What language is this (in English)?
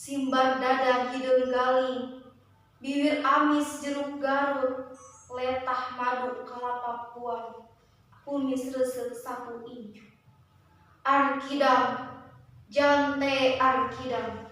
Sundanese